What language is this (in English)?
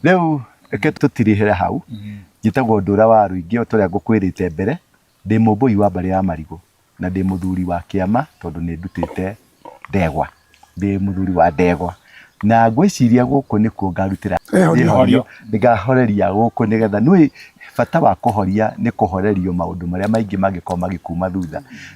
Kikuyu